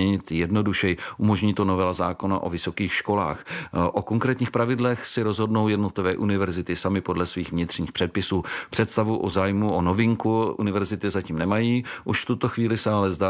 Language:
Czech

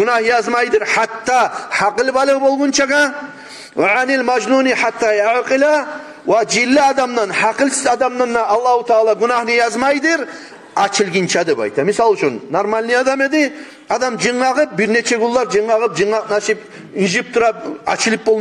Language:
Kumyk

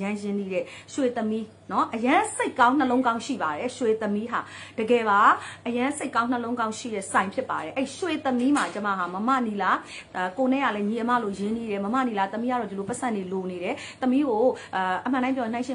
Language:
Burmese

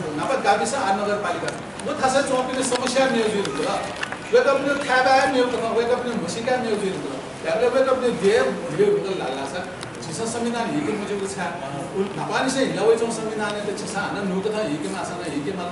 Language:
Newari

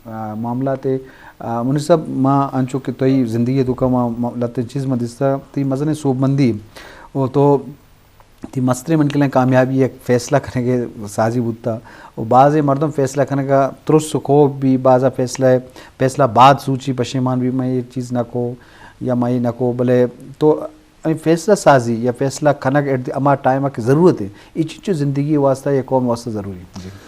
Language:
Eastern Balochi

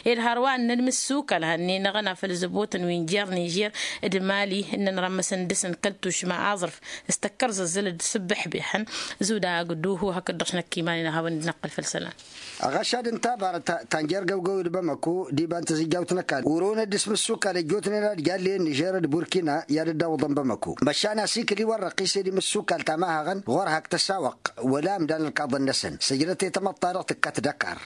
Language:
Tamasheq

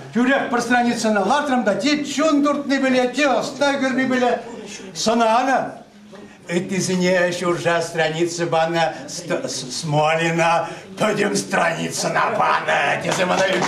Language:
Chuvash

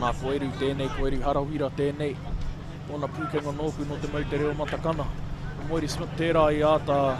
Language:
Māori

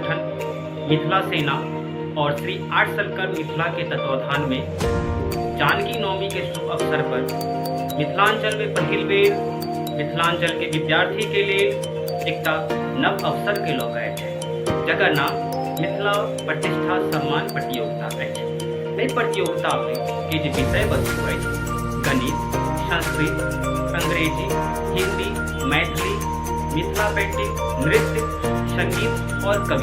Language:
Maithili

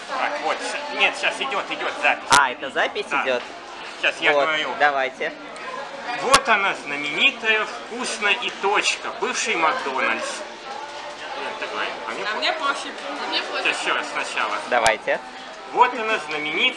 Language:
Russian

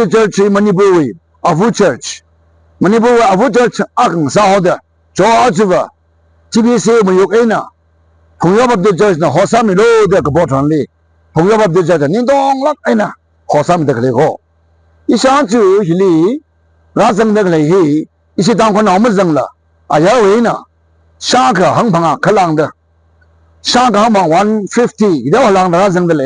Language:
Tangkhul Naga (India)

